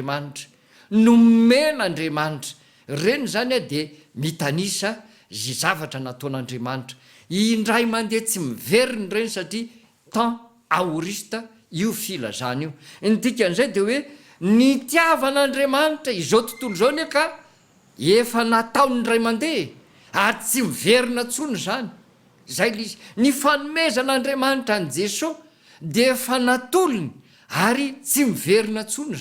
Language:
Malagasy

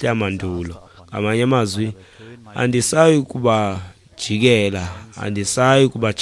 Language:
Xhosa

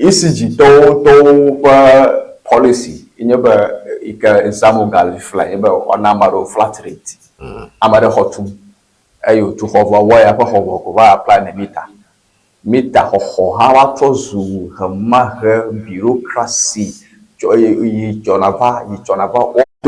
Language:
Ewe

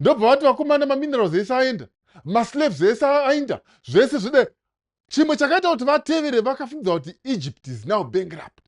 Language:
Shona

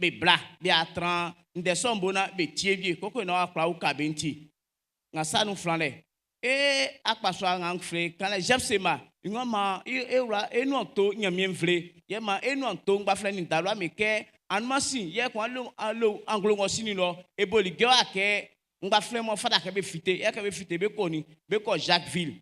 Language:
Baoulé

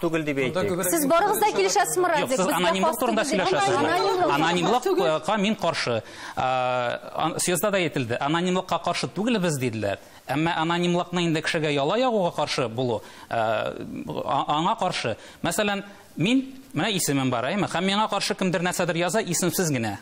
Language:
Tatar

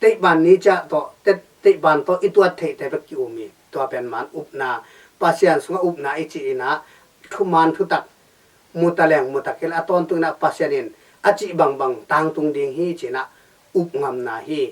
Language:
Tedim Chin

